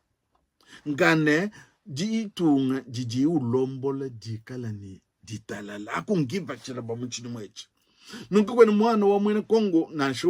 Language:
Luba-Lulua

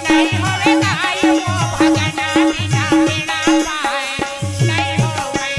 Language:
Chhattisgarhi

